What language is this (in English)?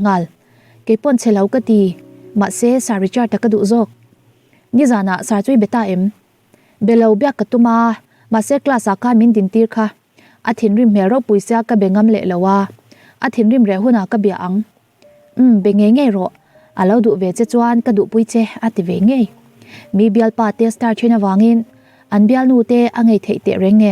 Mizo